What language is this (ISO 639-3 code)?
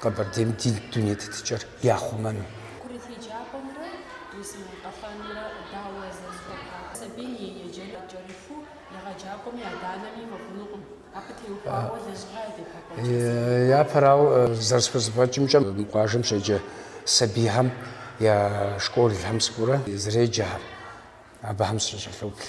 kbd